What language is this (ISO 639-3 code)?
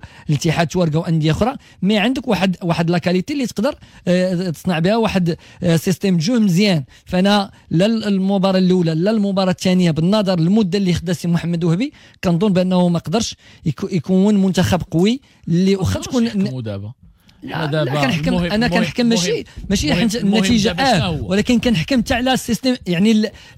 ary